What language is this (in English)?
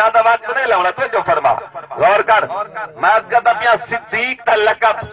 Saraiki